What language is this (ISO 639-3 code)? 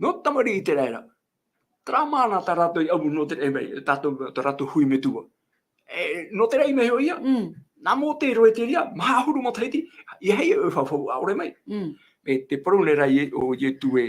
tah